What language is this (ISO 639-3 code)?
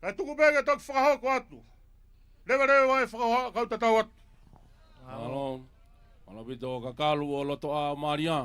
ton